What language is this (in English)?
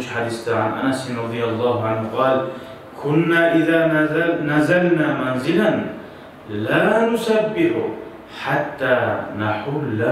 Kumyk